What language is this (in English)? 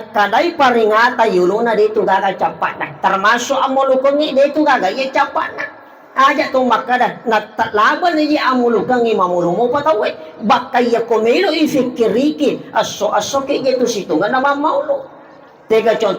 Buginese